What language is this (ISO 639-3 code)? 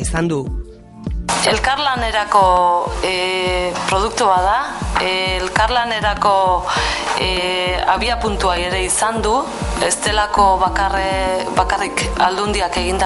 eus